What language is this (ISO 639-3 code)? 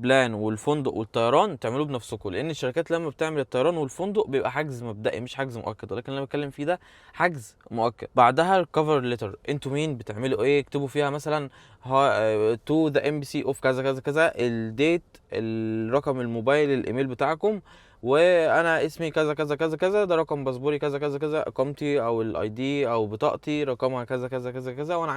arz